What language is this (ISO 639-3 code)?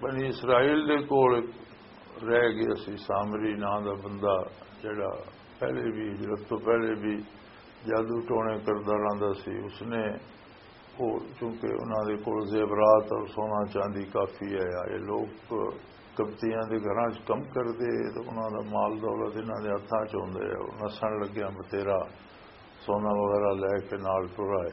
lah